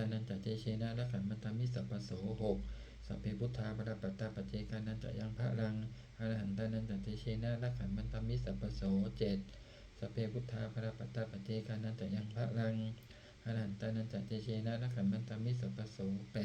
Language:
Pali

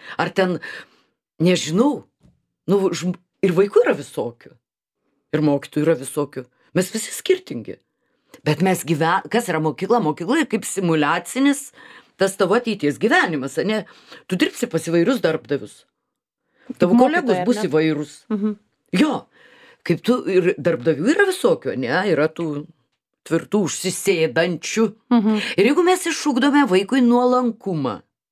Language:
Lithuanian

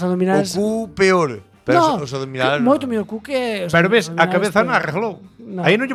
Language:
Galician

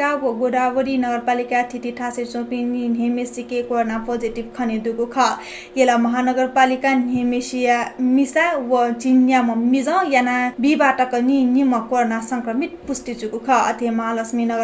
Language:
Newari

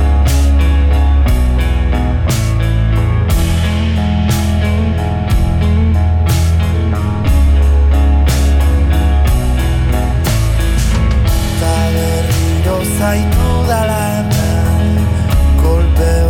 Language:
Basque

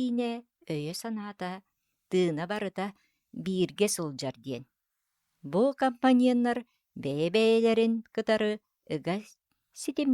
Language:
Yakut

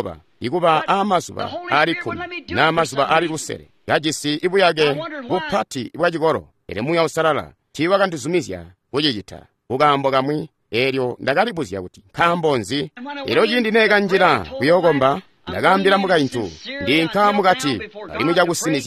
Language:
Tonga (Zambia)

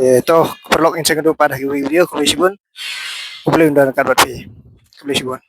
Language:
Khasi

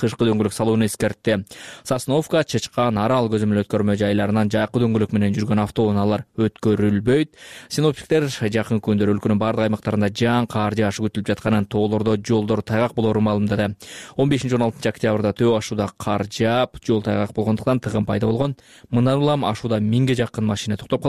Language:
Kyrgyz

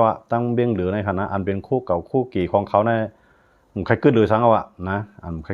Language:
Shan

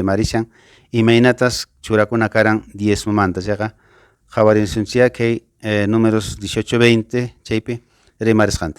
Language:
Quechua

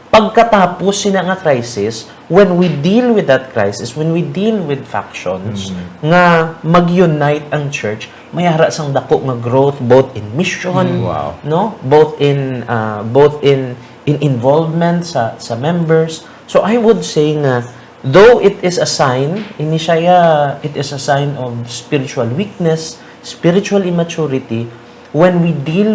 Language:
Hiligaynon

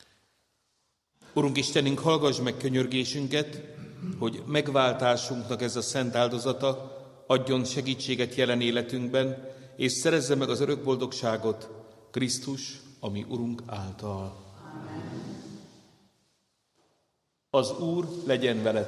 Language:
Hungarian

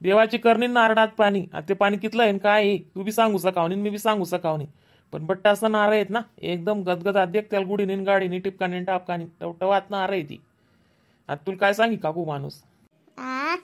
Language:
Khandesi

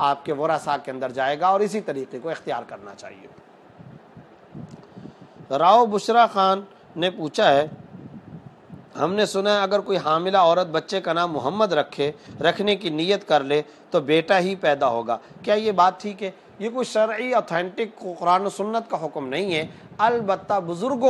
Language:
Urdu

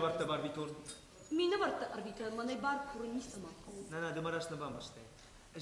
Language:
Ossetic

